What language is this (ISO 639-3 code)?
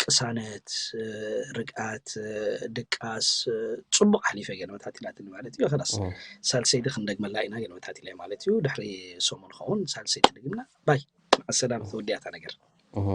tir